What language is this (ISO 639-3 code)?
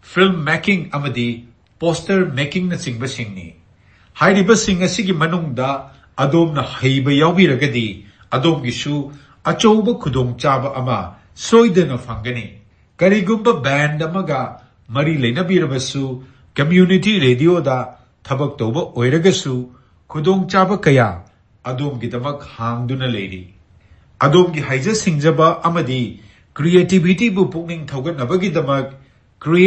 mni